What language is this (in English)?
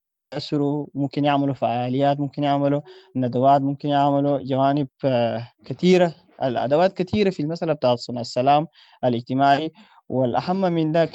Sudanese Arabic